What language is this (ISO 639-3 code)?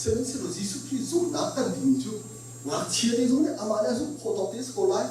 cnh